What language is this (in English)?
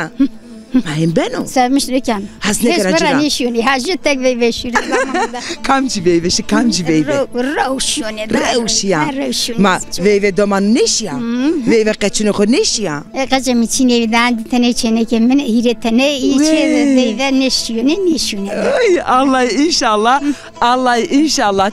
Zaza